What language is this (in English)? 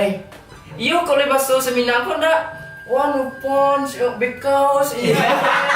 Minangkabau